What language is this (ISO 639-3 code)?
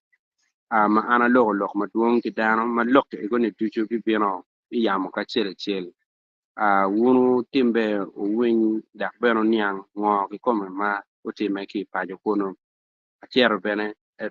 ach